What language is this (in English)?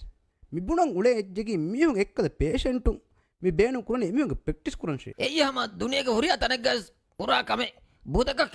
Divehi